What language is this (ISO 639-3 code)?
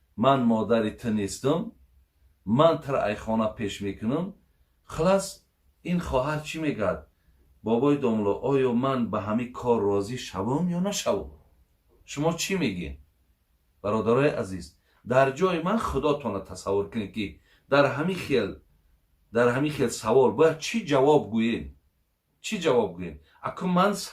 tgk